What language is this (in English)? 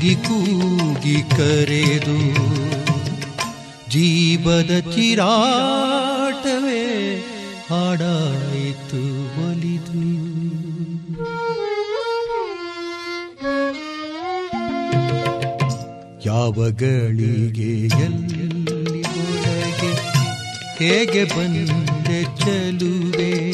Kannada